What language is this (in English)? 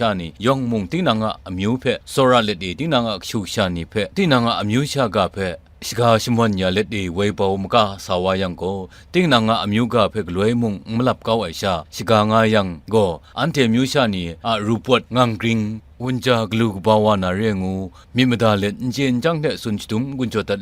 Kachin